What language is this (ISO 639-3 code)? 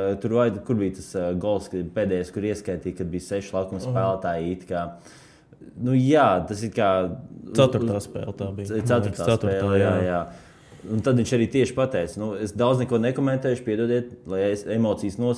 lav